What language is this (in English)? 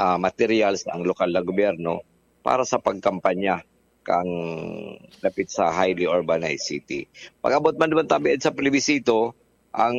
Bikol